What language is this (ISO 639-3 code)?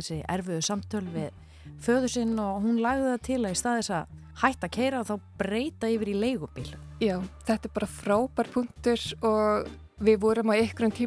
isl